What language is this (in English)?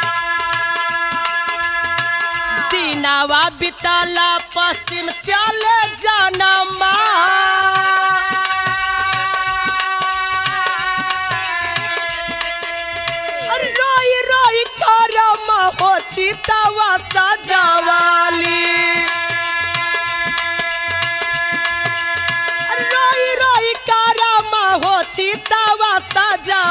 Bhojpuri